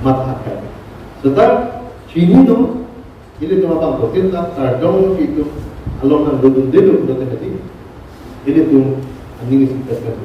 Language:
Karbi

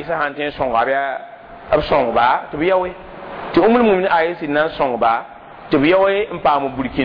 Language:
Mossi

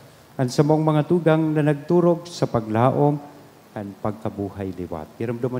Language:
Bikol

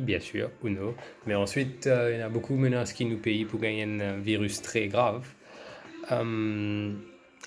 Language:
Morisyen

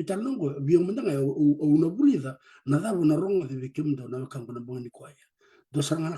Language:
Fijian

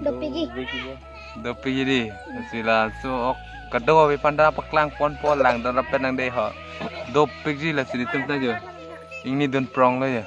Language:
Karbi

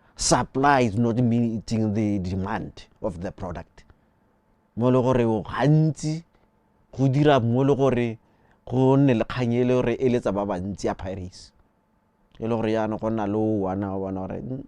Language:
Tswana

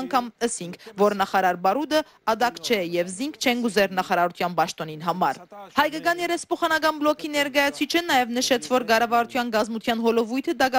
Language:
Western Armenian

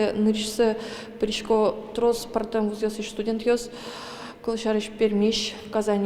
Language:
Udmurt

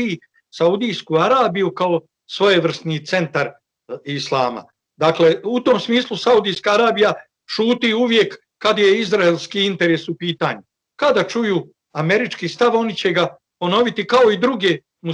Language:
Bosnian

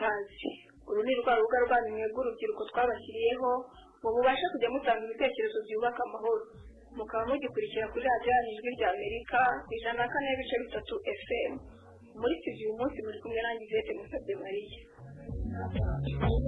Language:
Kinyarwanda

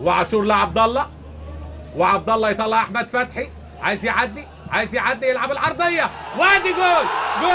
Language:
Egyptian Arabic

